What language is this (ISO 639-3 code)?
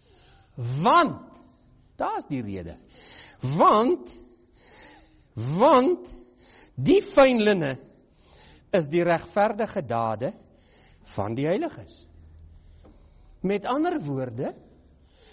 afr